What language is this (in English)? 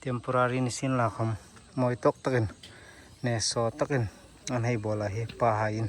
Hmar